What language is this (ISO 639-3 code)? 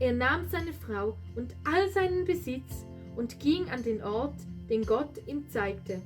gsw